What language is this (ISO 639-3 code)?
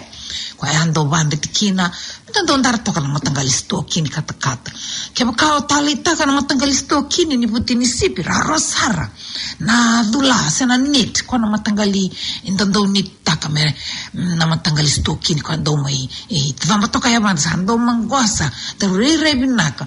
fij